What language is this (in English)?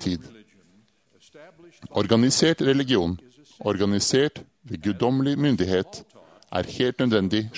Norwegian